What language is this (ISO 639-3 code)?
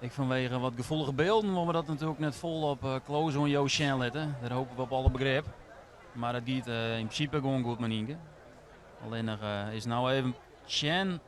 fry